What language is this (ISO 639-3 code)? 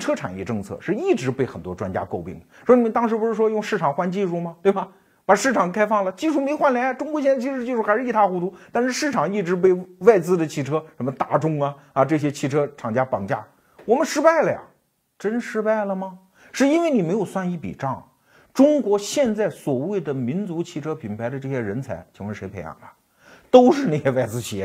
zho